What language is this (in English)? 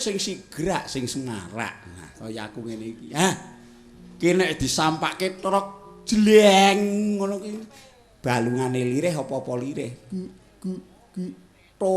Javanese